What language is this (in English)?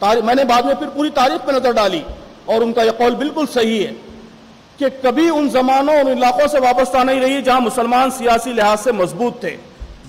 Urdu